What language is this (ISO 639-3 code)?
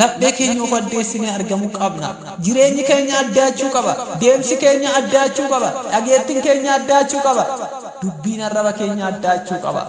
orm